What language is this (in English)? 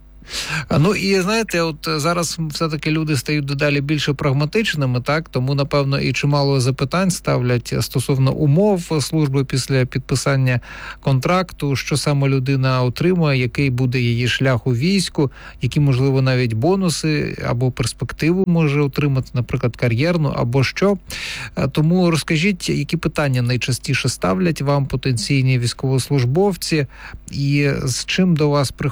Ukrainian